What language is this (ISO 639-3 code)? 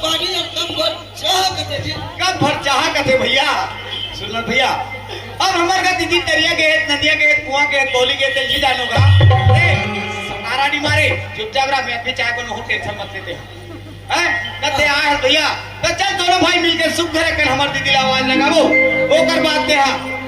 hne